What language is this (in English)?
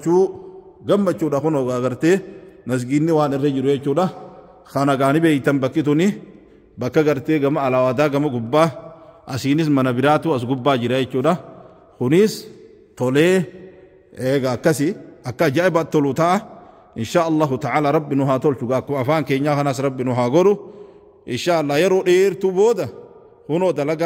Oromo